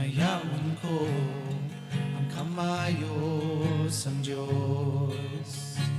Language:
Hiligaynon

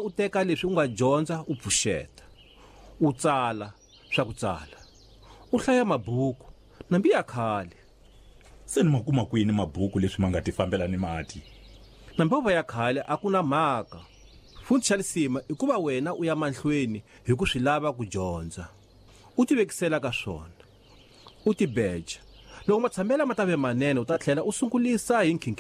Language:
Tsonga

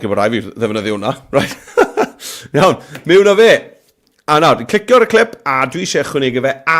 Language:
Welsh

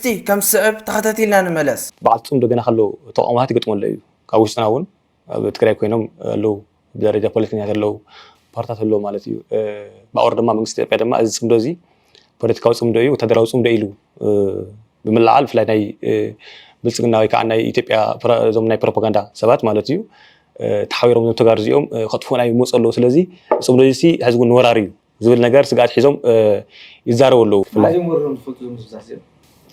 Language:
Tigrinya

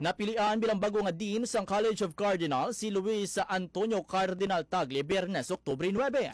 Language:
Hiligaynon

